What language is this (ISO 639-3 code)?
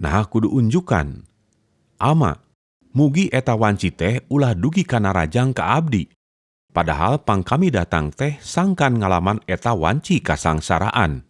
sun